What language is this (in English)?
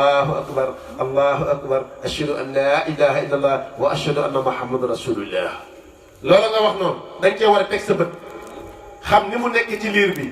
Wolof